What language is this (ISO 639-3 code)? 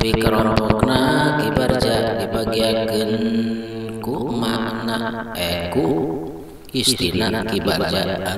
sun